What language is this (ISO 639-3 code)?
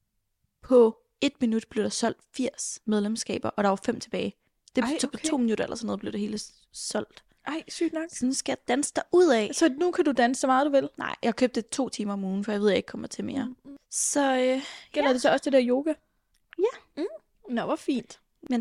dan